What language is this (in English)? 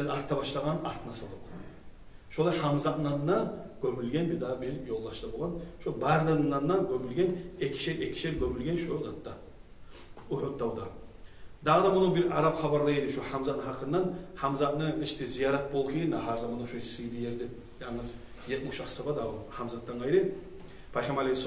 Kumyk